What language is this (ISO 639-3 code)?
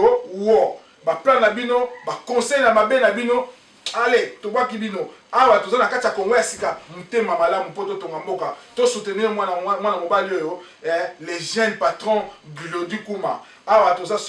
lin